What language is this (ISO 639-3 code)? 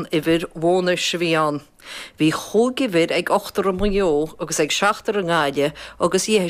gle